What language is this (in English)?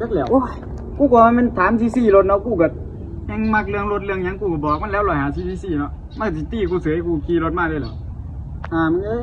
Northeastern Thai